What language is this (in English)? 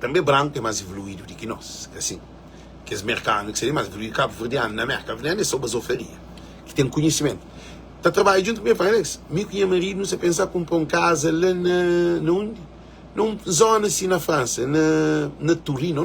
Kabuverdianu